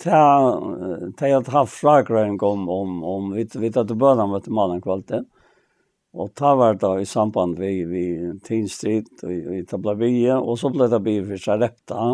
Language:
Faroese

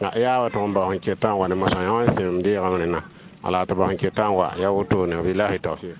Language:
Mossi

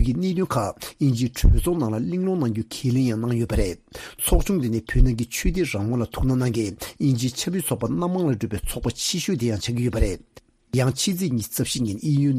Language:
Tibetan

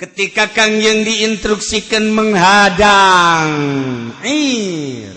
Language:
Sundanese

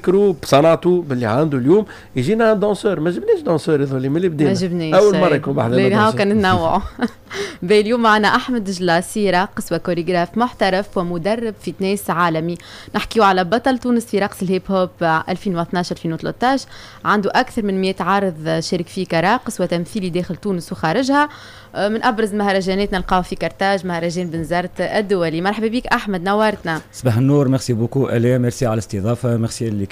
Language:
Tunisian Arabic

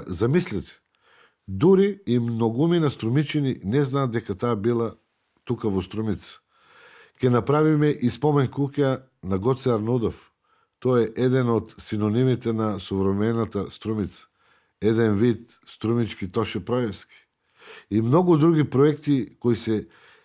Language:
Macedonian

